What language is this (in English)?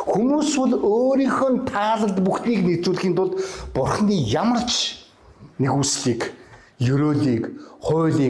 Mongolian